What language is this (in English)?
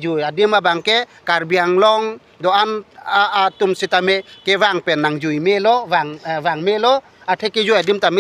Karbi